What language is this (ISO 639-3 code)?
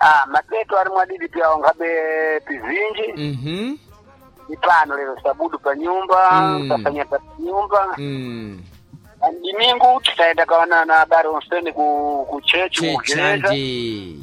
seh